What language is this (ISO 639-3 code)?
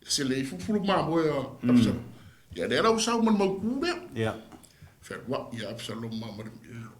smo